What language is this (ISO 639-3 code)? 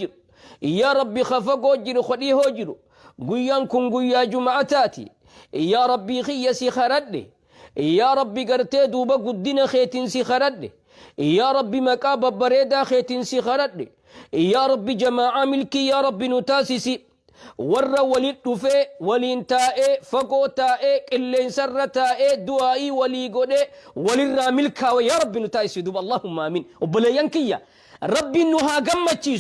orm